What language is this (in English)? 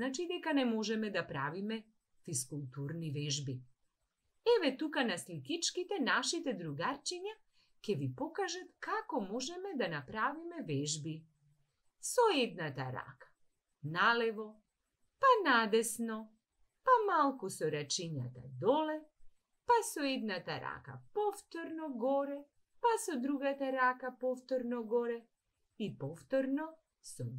Macedonian